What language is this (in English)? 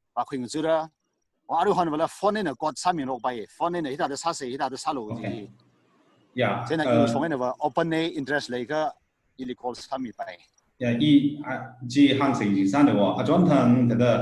Tangkhul Naga (India)